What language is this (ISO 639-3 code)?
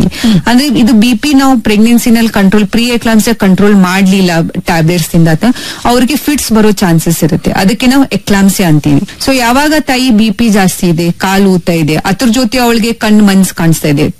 kan